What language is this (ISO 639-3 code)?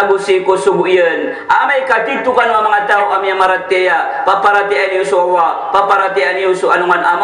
mrw